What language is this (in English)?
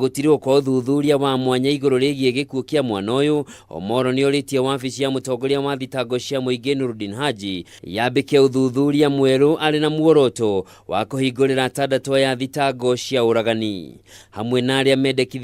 Kikuyu